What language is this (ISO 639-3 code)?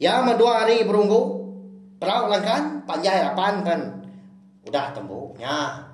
iba